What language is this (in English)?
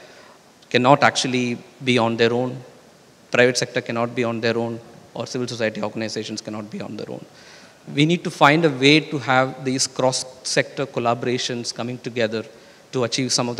English